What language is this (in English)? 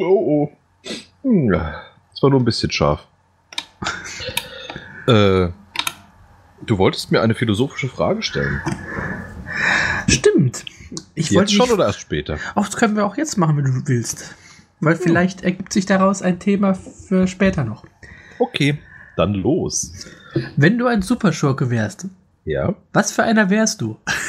German